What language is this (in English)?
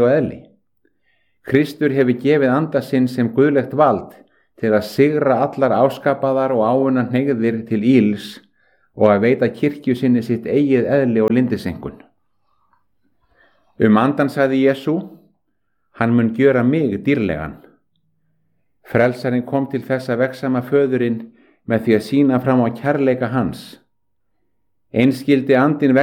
Icelandic